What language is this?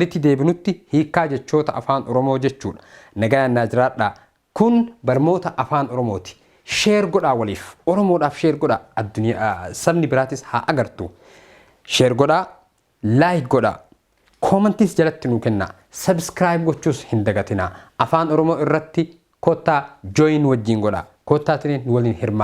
Oromo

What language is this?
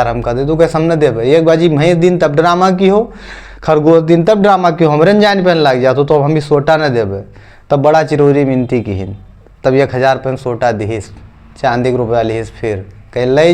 Awadhi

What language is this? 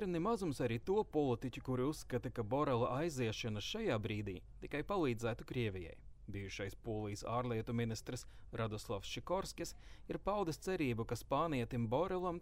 Latvian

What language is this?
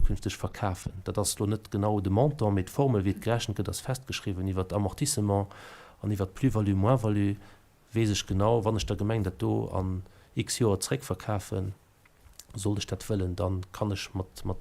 Luxembourgish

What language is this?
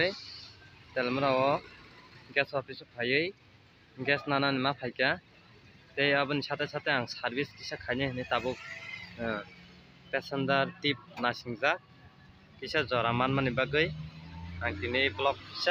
Kok Borok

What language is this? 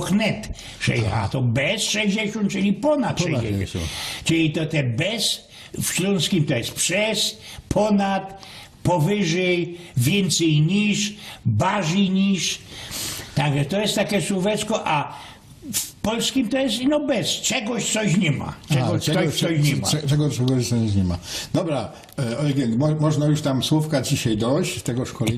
Silesian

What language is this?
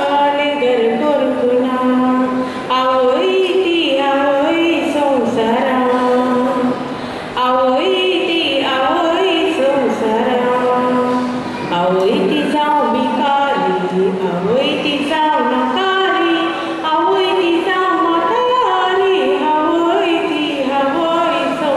Konkani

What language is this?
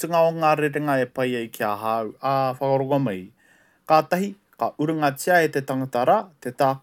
Māori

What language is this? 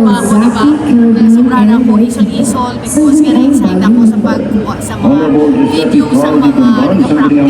Hiligaynon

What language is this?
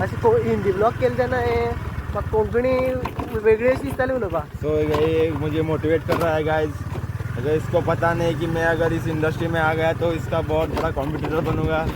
Konkani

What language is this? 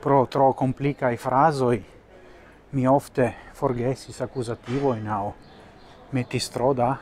Esperanto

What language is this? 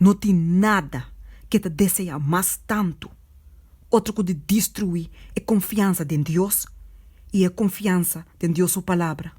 Papiamento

